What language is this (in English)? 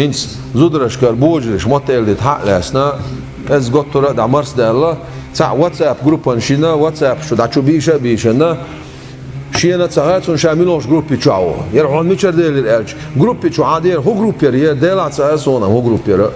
Chechen